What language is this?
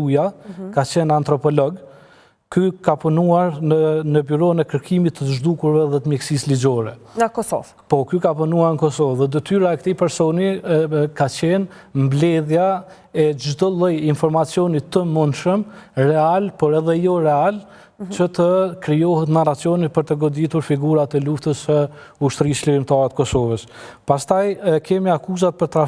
Albanian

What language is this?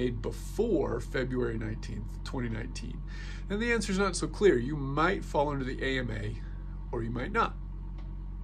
English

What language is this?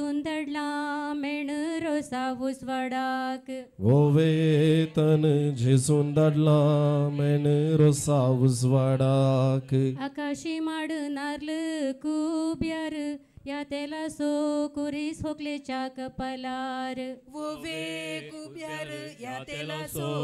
Konkani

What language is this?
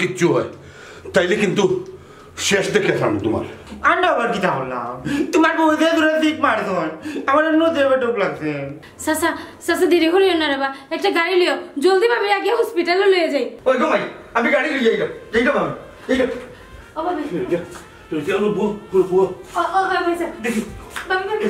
Sylheti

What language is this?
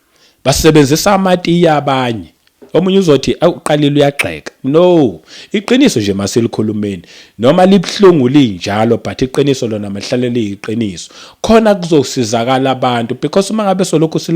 Zulu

